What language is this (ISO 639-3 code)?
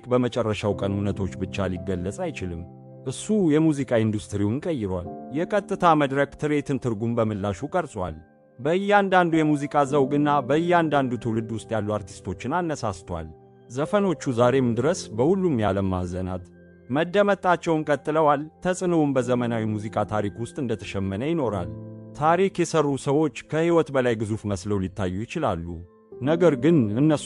amh